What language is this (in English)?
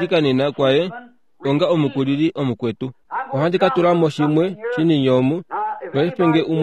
Kuanyama